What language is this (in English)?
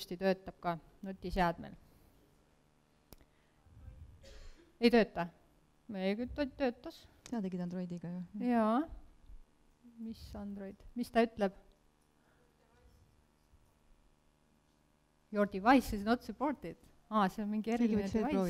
Estonian